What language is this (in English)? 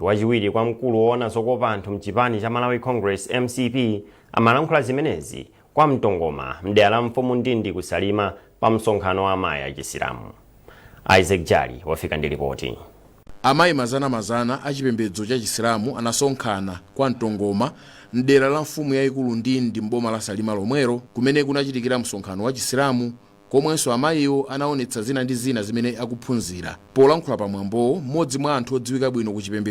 Nyanja